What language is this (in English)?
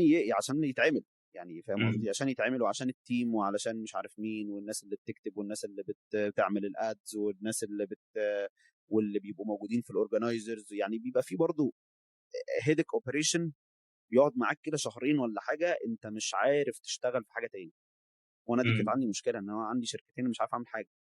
Egyptian Arabic